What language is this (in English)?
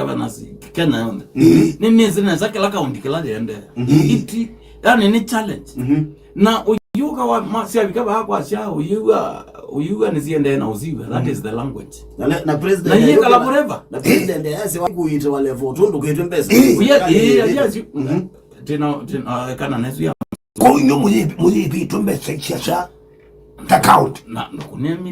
Kamba